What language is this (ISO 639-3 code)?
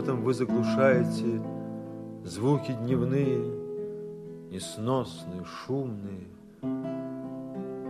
rus